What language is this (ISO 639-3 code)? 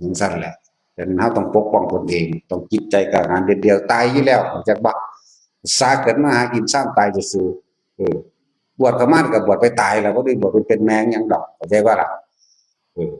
tts